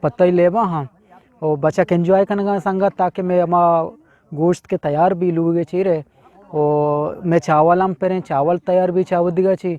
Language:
Eastern Balochi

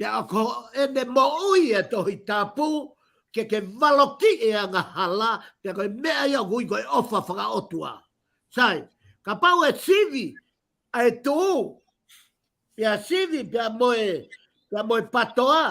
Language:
Tongan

